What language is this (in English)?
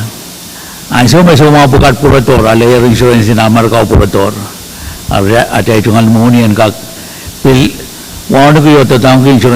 Pohnpeian